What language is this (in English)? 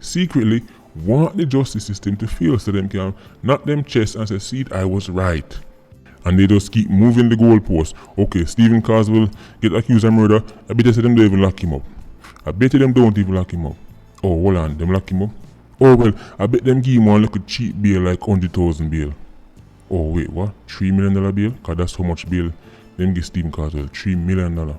Jamaican Creole English